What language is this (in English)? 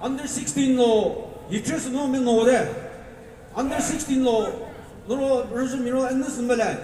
Chokri Naga